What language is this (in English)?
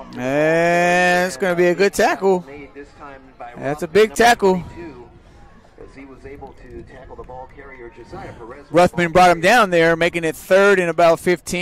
English